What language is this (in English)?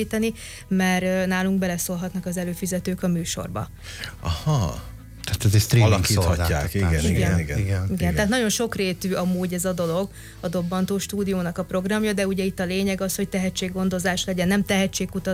Hungarian